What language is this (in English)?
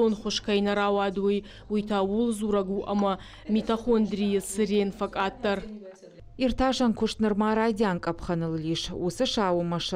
Ossetic